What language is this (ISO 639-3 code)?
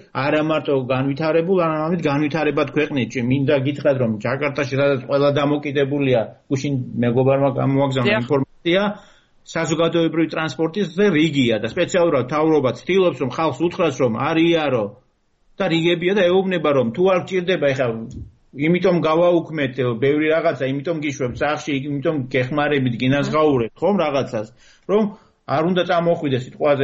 kat